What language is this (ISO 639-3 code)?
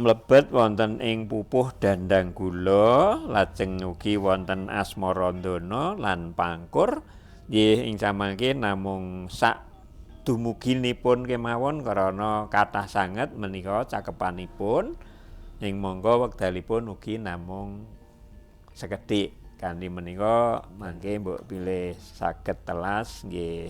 jav